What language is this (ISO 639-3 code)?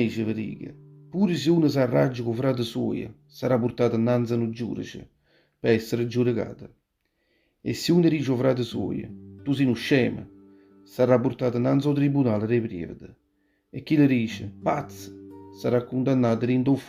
nap